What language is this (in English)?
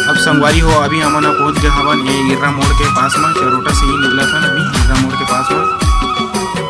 Chhattisgarhi